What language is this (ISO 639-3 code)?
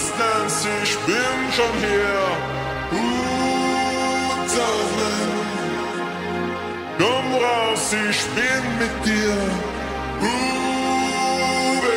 deu